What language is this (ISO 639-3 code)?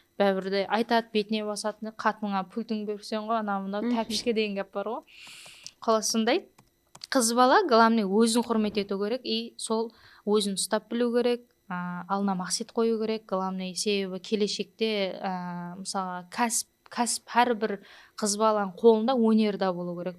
kaa